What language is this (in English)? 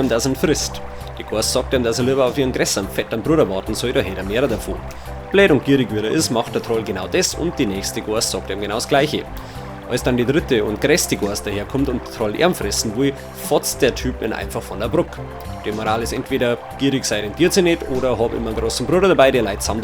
Bavarian